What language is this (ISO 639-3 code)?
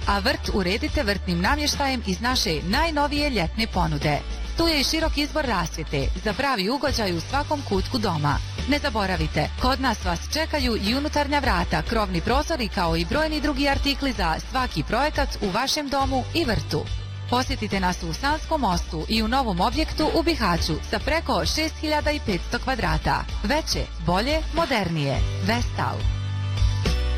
bos